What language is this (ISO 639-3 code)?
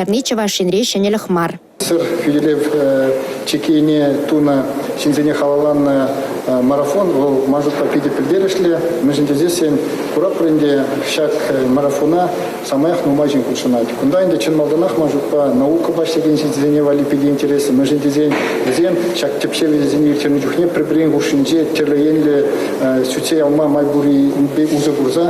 chv